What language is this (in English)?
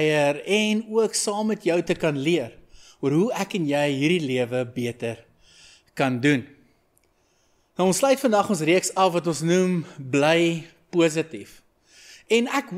Afrikaans